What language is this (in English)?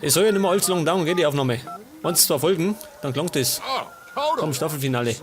Bavarian